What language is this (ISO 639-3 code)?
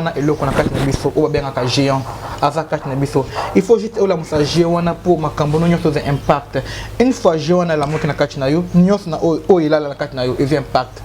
lin